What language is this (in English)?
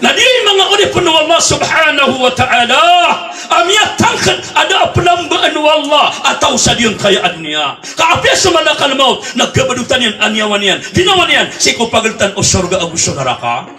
Maranao